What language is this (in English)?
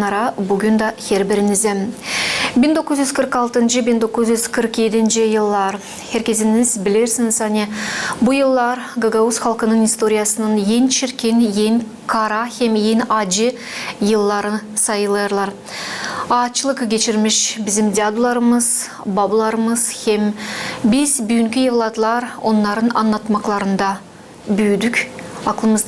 Gagauz